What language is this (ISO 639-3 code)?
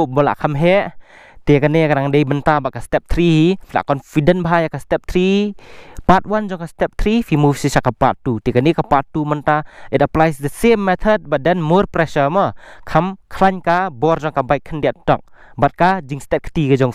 kha